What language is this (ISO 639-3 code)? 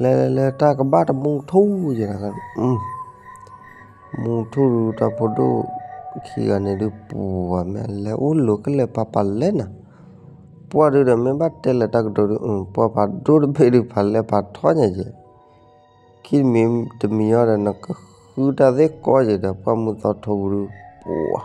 ksw